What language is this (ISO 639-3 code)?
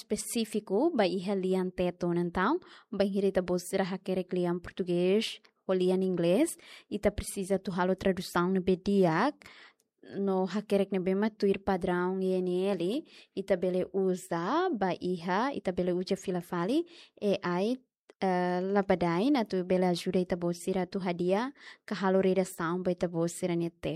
tet